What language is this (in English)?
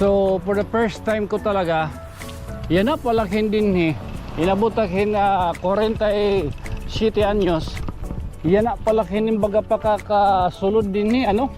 Waray